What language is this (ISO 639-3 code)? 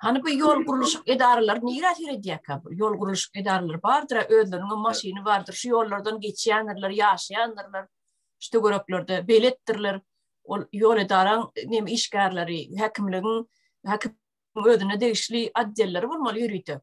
tuk